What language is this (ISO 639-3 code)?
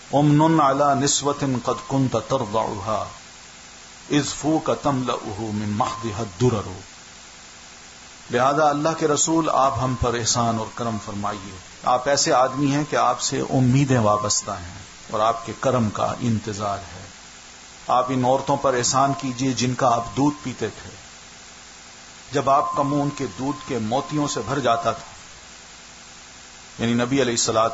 urd